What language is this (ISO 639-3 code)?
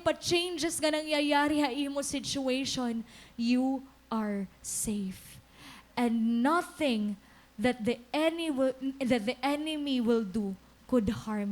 war